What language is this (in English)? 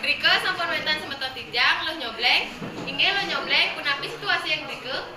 Balinese